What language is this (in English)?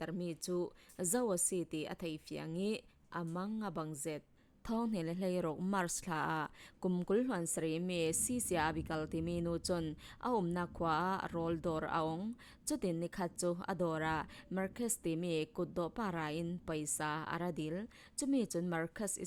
Falam Chin